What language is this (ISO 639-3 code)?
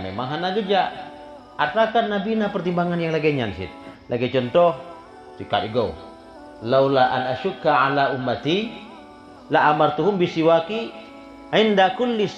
ace